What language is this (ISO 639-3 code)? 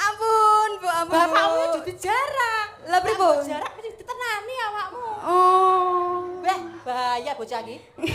jav